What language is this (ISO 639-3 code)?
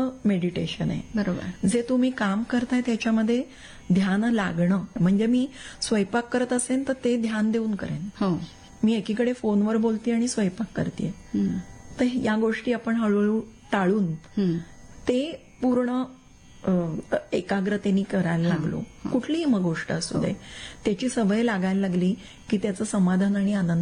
mar